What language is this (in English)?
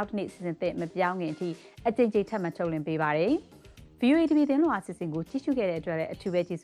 Burmese